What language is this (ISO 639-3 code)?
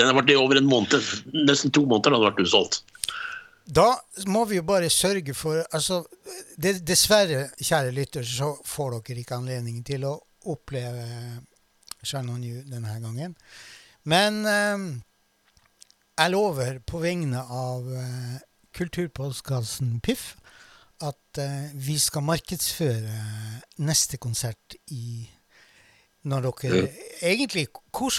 nor